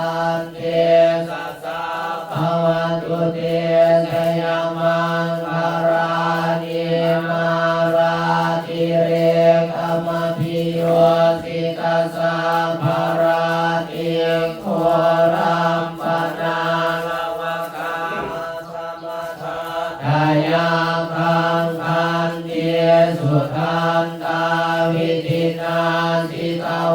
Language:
Pali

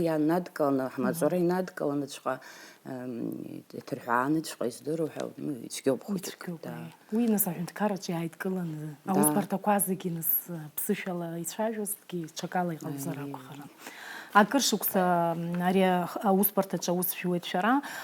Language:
Abkhazian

